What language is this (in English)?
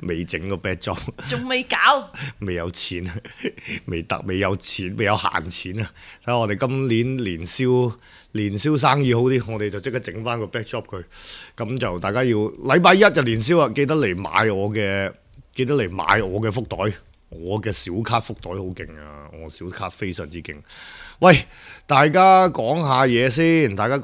Cantonese